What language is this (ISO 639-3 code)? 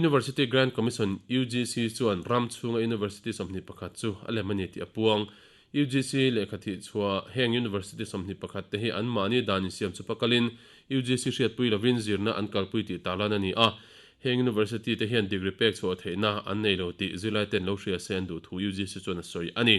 lus